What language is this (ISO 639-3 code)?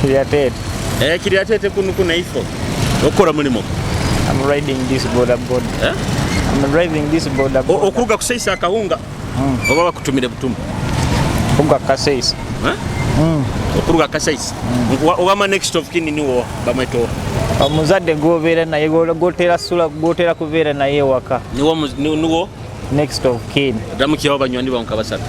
nyo